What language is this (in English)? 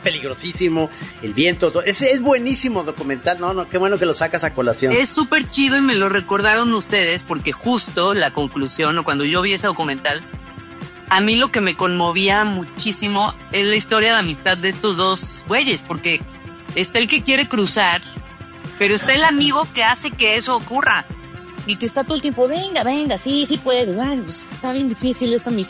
Spanish